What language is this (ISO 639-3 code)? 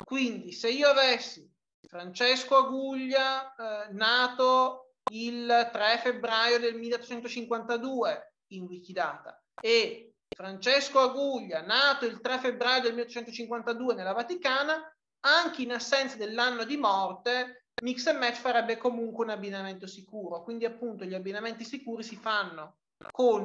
ita